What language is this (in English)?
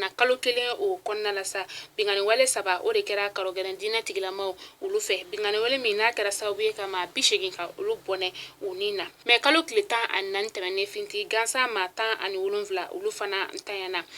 Bambara